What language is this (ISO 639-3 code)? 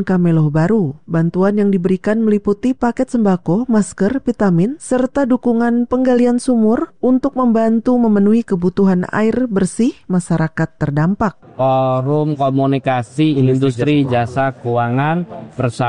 ind